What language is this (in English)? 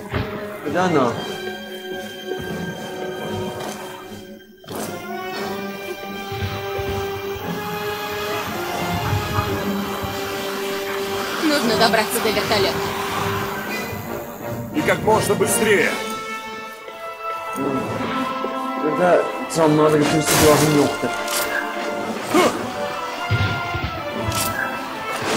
Russian